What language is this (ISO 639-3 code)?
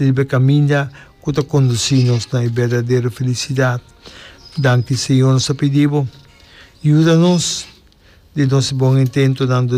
pap